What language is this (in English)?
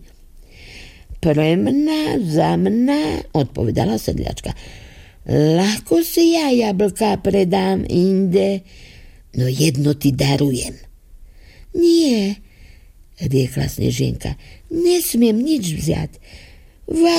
Slovak